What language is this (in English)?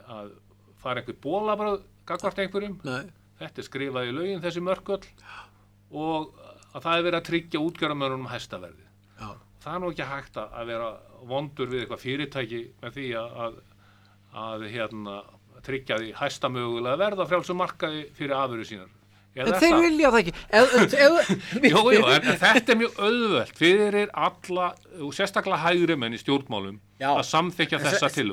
Icelandic